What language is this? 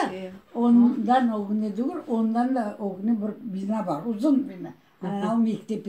Crimean Tatar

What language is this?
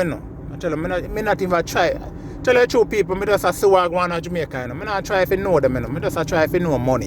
Jamaican Creole English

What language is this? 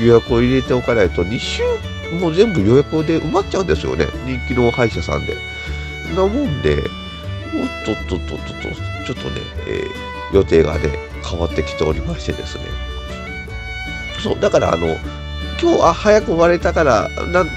Japanese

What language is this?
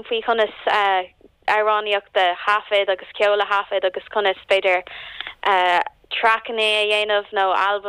Irish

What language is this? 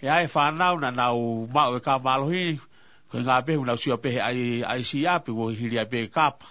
Tongan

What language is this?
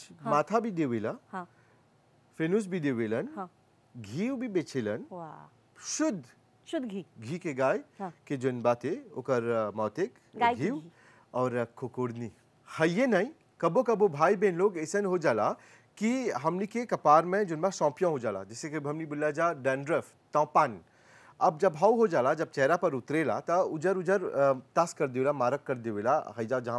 Bhojpuri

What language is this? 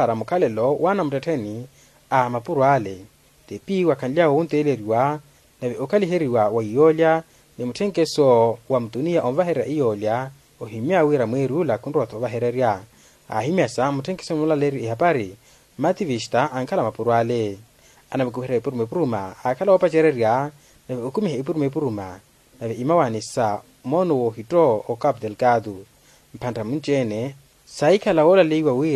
Makhuwa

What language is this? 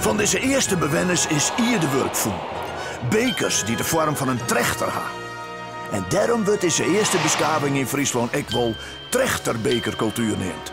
Western Frisian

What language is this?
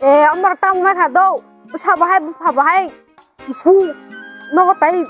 Kok Borok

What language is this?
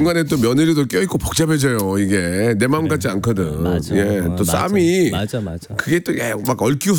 Korean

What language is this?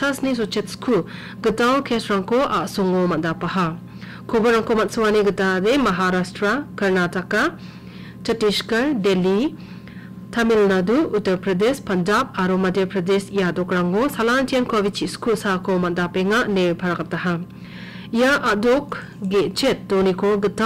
Garo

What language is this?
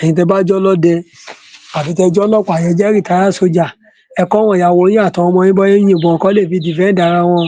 Yoruba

